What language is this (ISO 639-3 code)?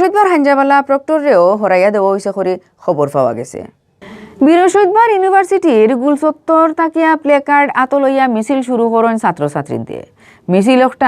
syl